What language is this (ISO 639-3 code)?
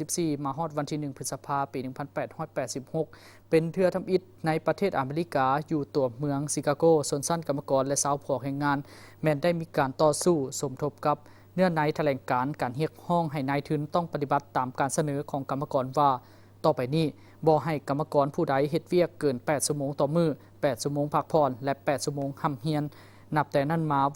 lao